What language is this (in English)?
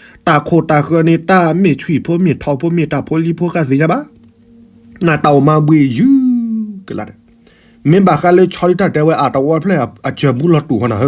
S'gaw Karen